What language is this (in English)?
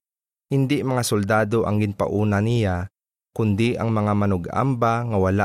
Hiligaynon